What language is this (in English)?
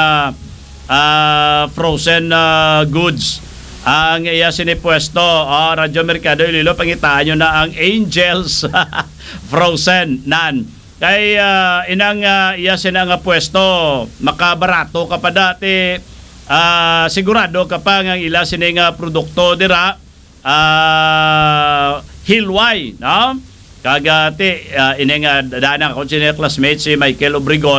Hiligaynon